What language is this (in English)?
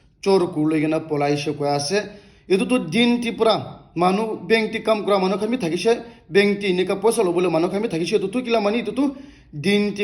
Naga Pidgin